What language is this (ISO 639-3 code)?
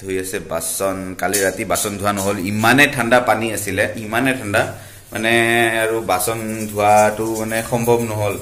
asm